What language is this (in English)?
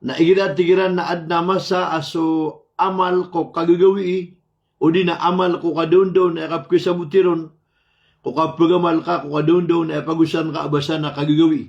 Maranao